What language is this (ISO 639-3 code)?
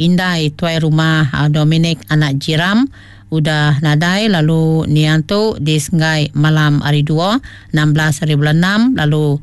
iba